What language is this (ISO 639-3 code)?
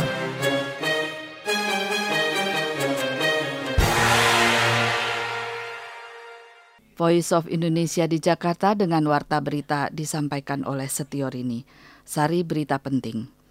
ind